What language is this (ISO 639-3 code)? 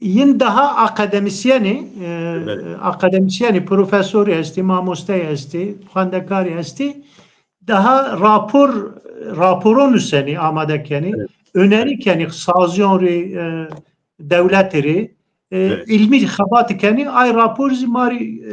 zza